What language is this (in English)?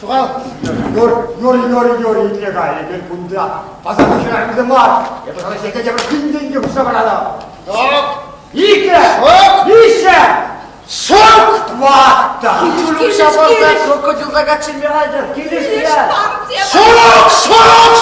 Chuvash